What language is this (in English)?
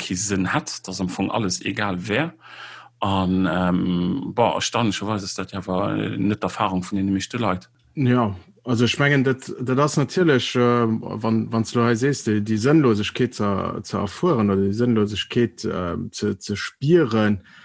Luxembourgish